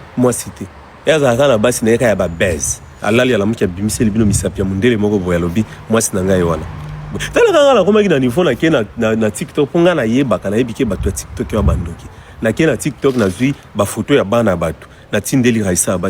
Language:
Lingala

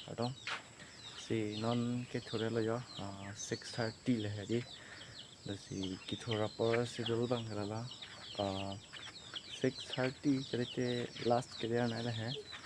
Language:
Karbi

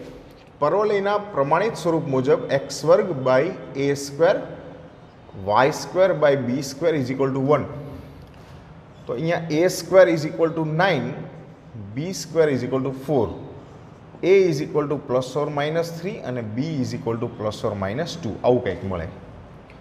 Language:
Gujarati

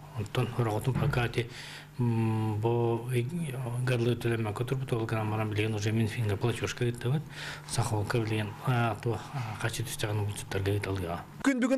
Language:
Yakut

